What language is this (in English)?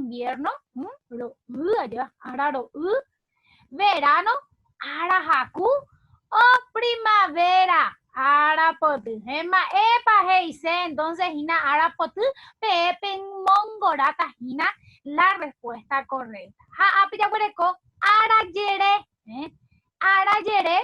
Guarani